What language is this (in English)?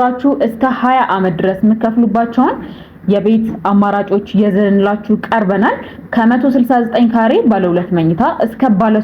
Amharic